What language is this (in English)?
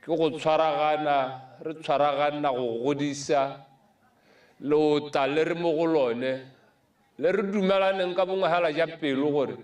Tswana